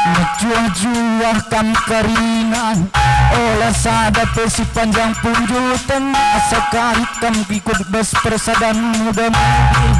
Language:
Batak Karo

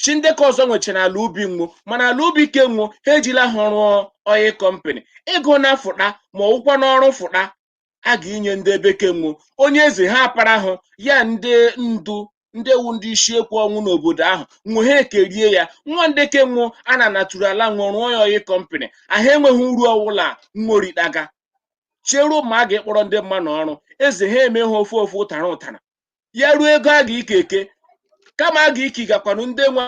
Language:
Igbo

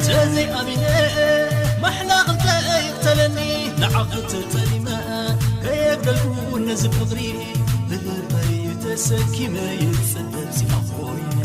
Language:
Tigrinya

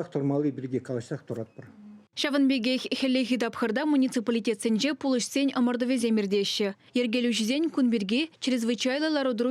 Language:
Chuvash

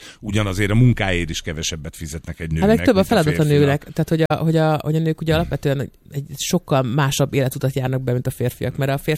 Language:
Hungarian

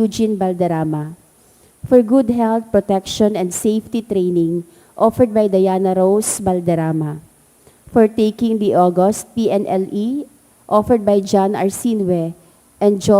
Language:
Bikol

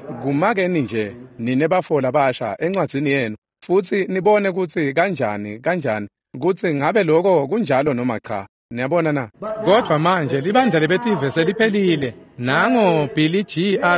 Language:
Swati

